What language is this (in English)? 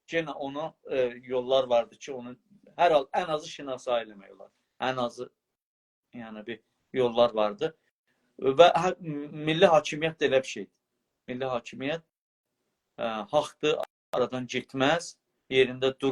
South Azerbaijani